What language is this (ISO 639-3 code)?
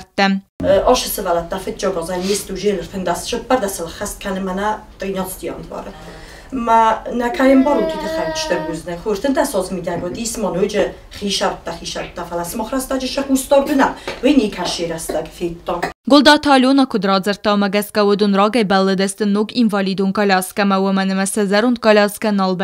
oss